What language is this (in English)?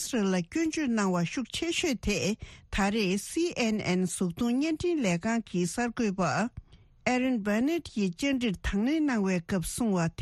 Tibetan